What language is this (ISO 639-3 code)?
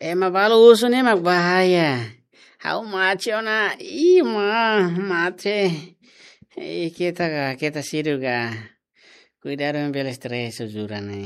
tet